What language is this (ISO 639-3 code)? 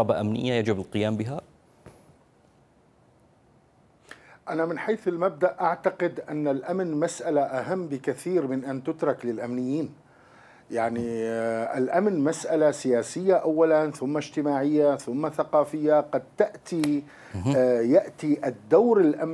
ara